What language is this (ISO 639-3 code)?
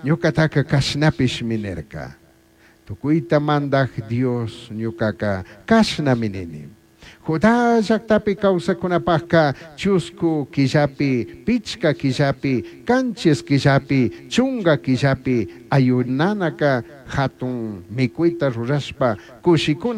qug